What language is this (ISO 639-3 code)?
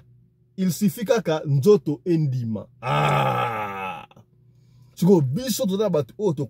lin